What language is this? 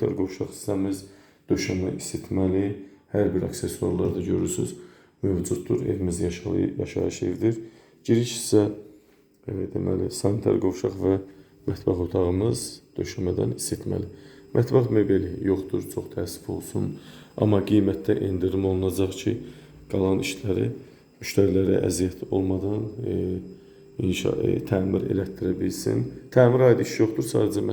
Azerbaijani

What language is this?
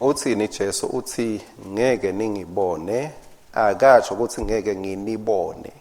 Swati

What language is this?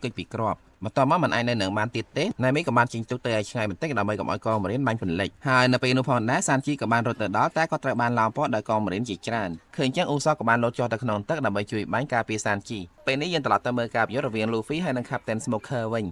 Khmer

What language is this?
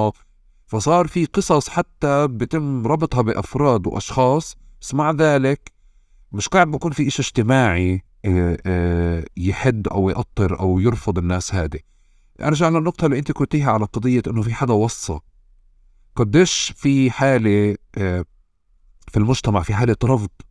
North Levantine Arabic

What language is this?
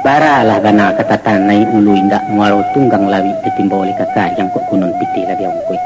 Minangkabau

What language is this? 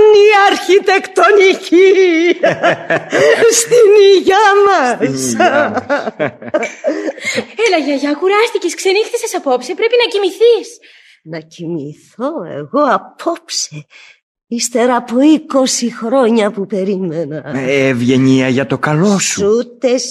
Greek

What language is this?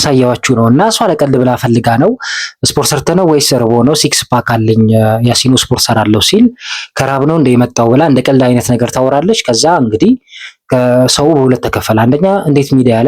Amharic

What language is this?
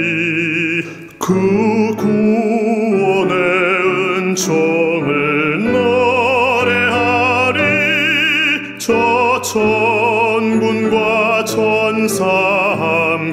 Korean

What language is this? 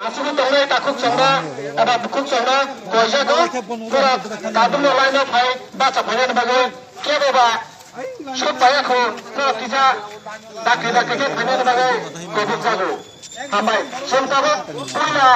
Kok Borok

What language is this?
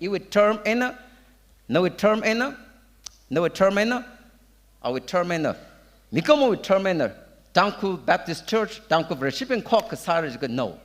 Tangkhul Naga (India)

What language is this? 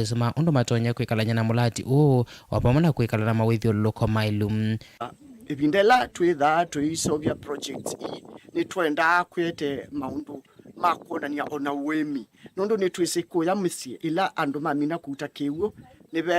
Kamba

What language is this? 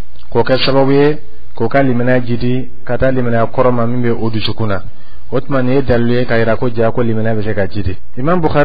Dyula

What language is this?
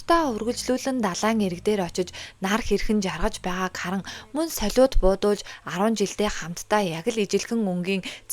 Mongolian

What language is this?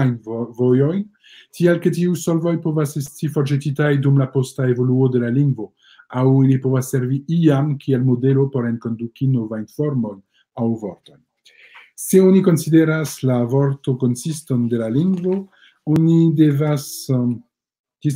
Esperanto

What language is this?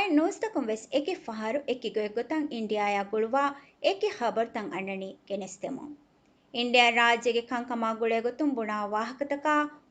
Divehi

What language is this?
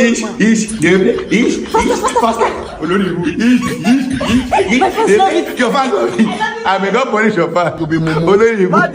Nigerian Pidgin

